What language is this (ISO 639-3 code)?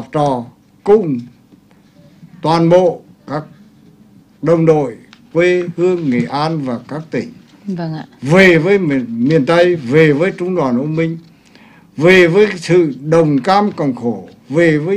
vie